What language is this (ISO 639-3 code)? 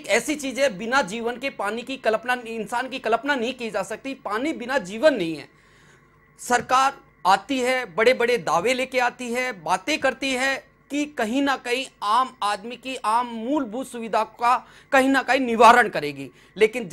hin